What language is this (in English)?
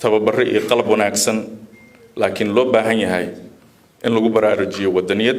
Somali